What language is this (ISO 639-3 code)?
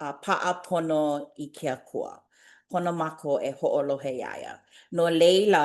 haw